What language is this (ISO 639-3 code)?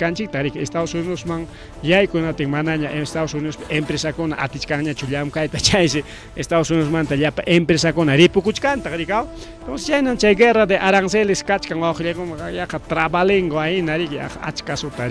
quy